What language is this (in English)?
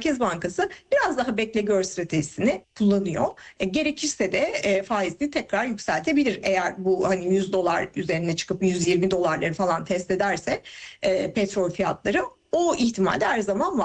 Turkish